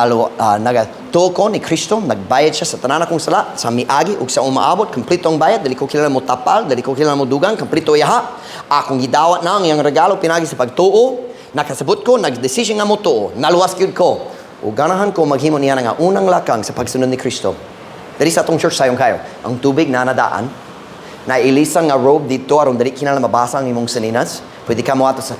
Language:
Cebuano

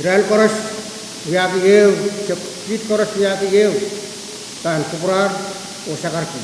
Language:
Pohnpeian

